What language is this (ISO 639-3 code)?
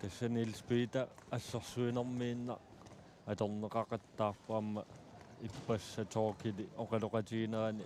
kal